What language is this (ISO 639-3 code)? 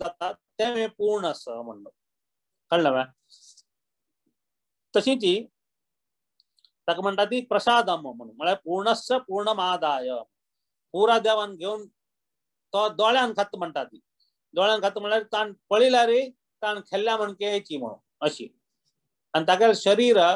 kok